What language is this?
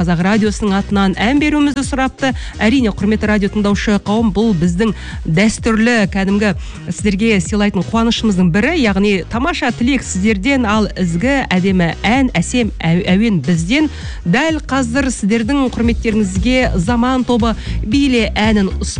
Kazakh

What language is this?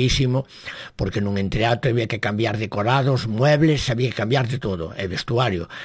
Galician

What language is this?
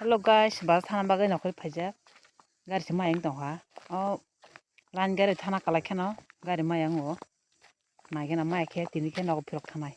Kok Borok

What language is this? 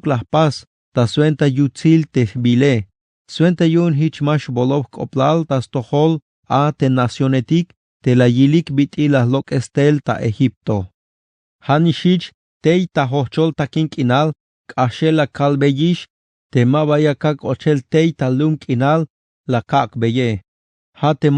Tzeltal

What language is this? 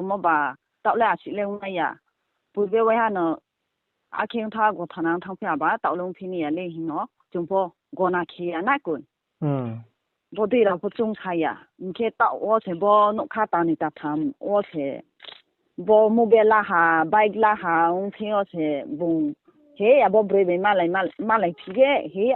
Riang (India)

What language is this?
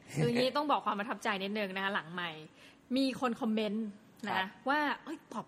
Thai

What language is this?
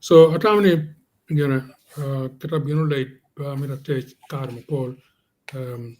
Acoli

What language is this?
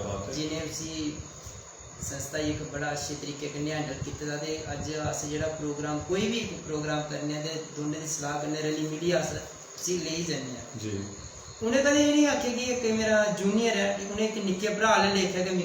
Dogri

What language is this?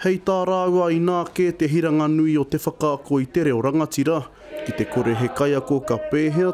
Māori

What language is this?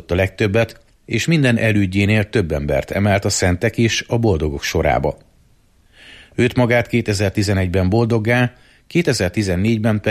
Hungarian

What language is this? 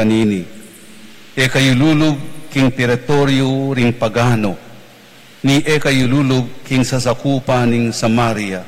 Pampanga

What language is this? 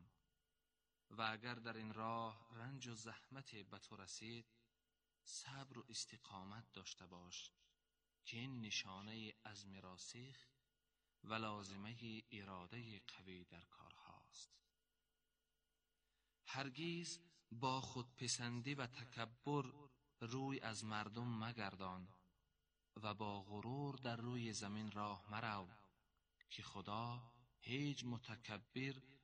Persian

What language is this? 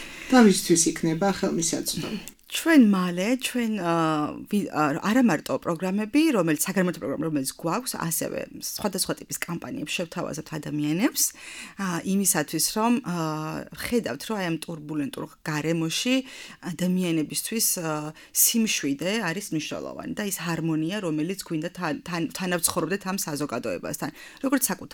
Georgian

